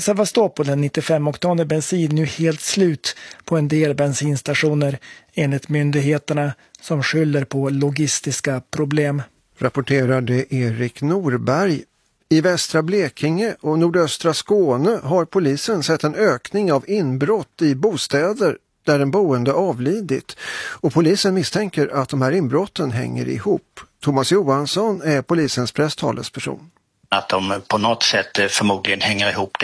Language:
Swedish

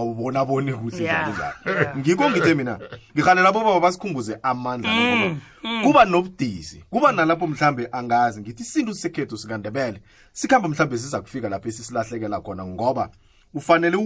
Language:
South Ndebele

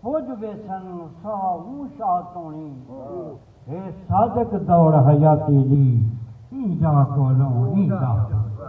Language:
Saraiki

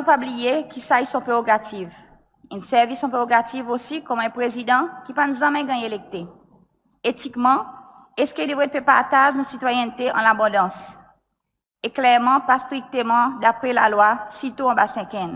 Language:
Seselwa Creole French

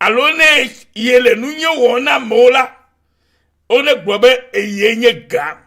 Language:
Ewe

